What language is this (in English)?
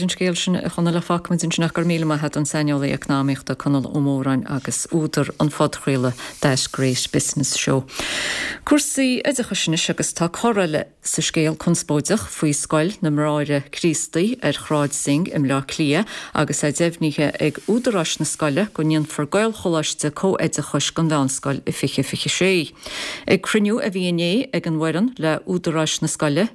Irish